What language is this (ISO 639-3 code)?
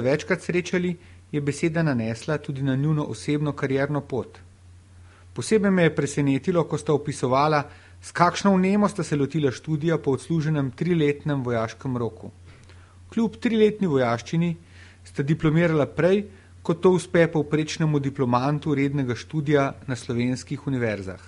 slv